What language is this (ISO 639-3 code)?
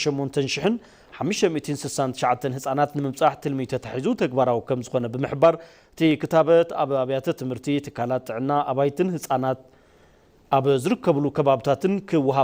tir